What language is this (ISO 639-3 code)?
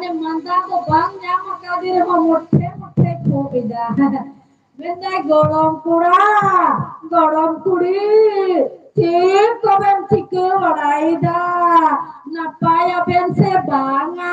sat